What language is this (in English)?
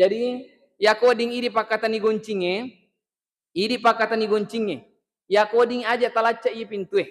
Buginese